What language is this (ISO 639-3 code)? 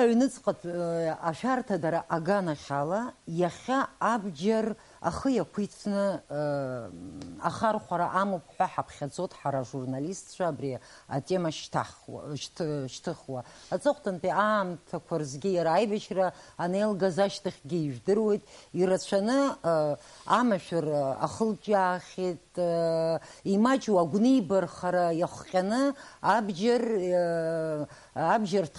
abk